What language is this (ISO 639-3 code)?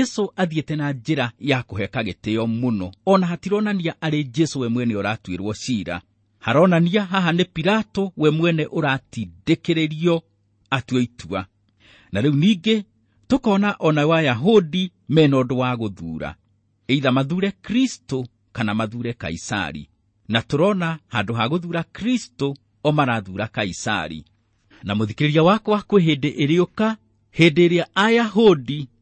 kik